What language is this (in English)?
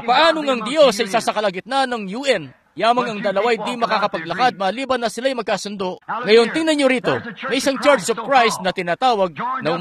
Filipino